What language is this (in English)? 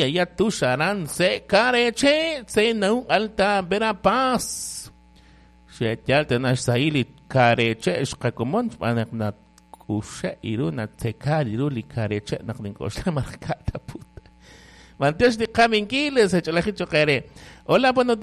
Kekchí